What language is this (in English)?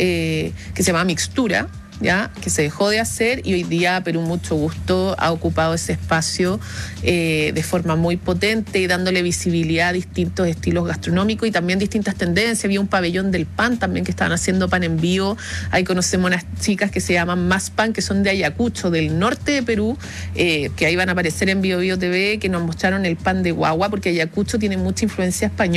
Spanish